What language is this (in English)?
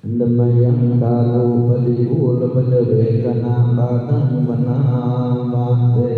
Pali